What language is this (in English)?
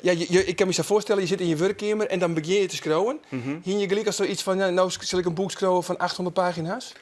Western Frisian